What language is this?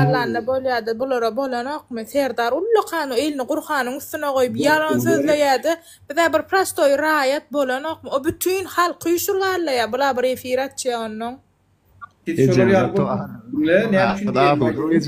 Turkmen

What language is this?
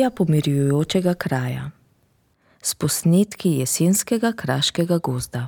Slovenian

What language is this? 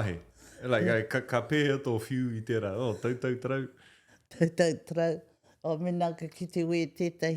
Māori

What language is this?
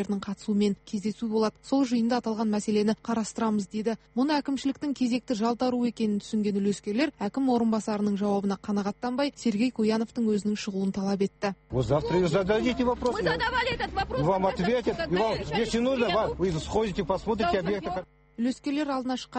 Kazakh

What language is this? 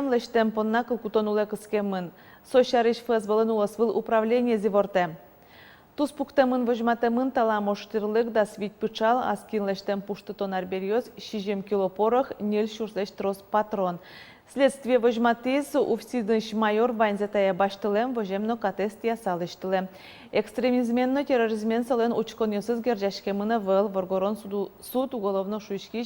Udmurt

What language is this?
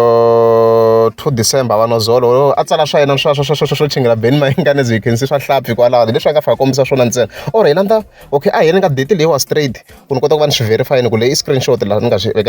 Tsonga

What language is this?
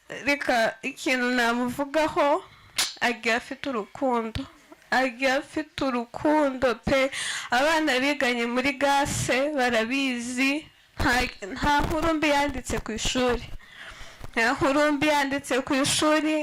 Kinyarwanda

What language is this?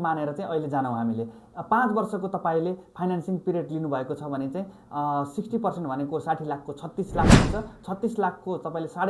Nepali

